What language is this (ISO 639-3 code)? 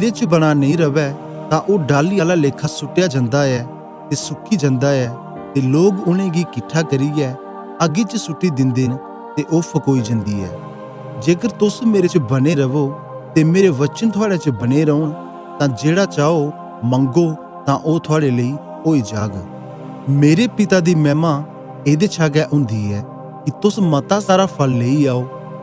doi